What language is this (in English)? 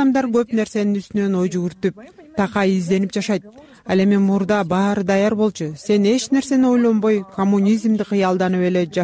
Kyrgyz